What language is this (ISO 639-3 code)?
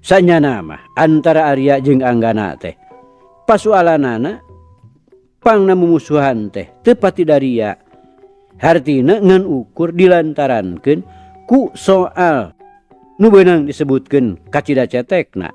sun